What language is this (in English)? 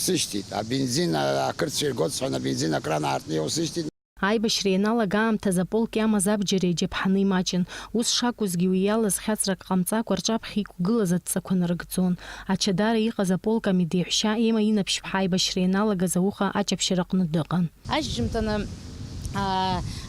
Abkhazian